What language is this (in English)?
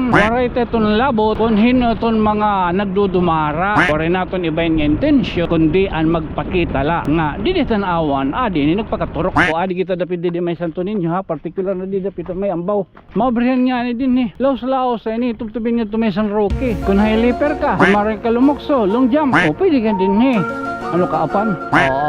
Waray